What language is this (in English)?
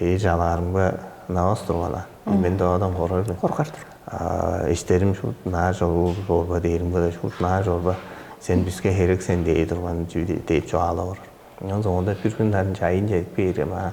Tuvinian